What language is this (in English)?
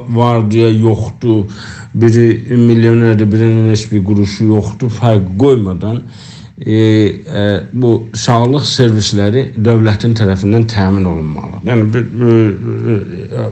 South Azerbaijani